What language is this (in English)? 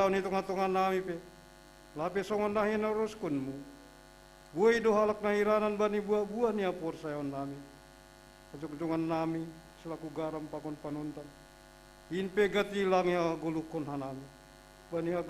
Batak Simalungun